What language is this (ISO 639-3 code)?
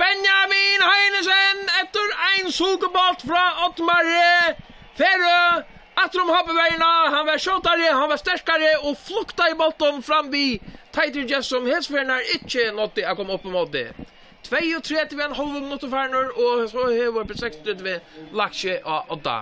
fao